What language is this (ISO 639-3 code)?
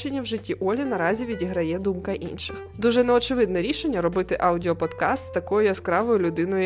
ukr